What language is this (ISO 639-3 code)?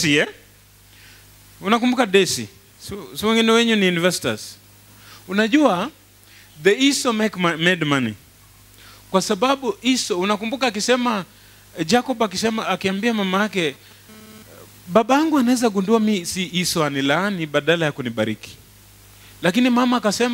swa